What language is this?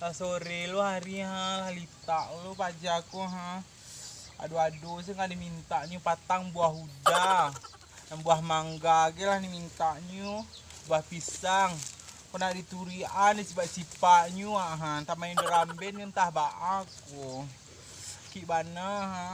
Minangkabau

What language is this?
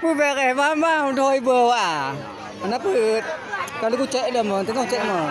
Achinese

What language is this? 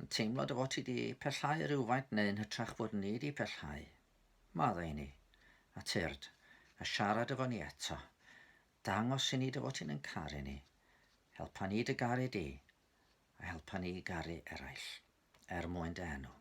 Welsh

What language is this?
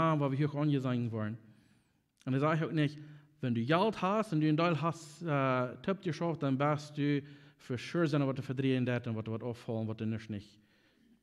Plautdietsch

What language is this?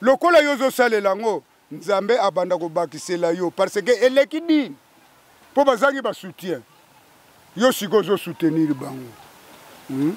Lingala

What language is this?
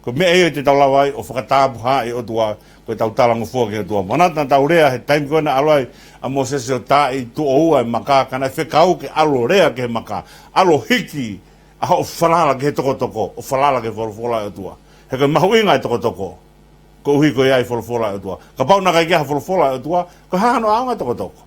Tongan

